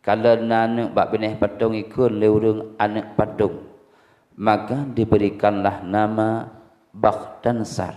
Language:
Achinese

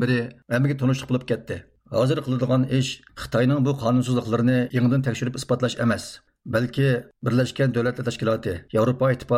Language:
Uyghur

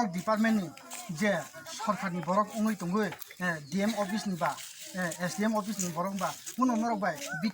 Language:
Kok Borok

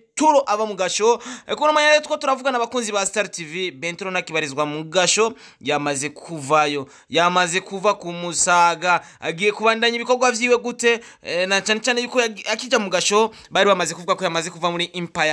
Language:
Rundi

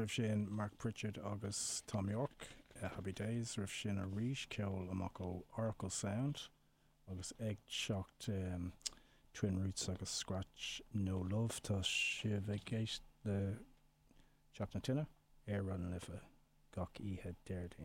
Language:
Irish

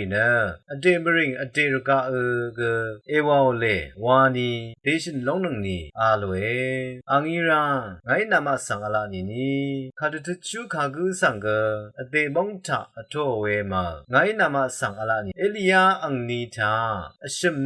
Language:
Rawang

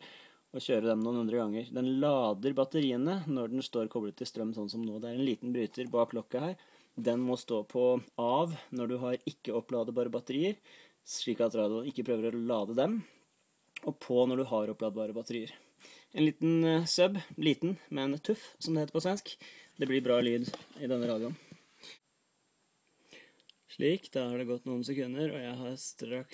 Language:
Norwegian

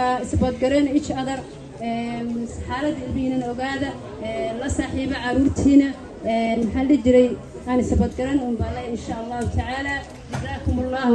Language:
Somali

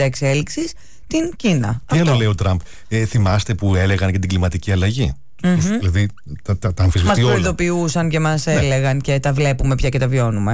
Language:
Greek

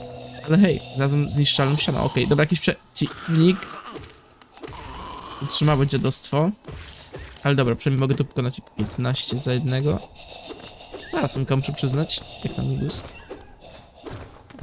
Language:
Polish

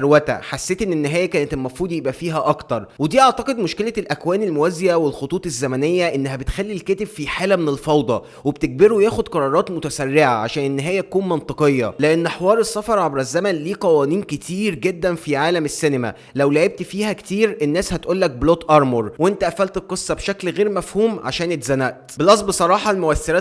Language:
Egyptian Arabic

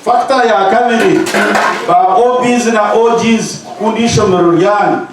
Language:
Nyankole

